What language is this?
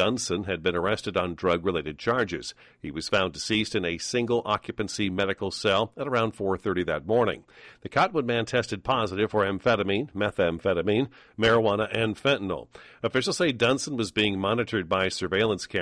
English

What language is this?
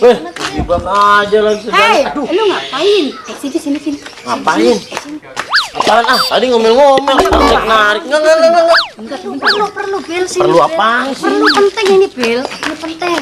Betawi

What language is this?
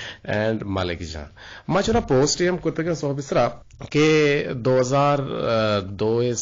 Eastern Balochi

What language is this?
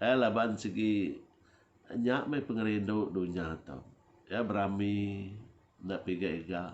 Iban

